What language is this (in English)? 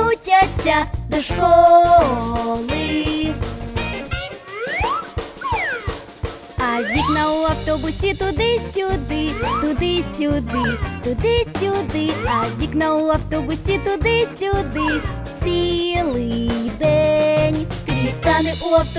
Ukrainian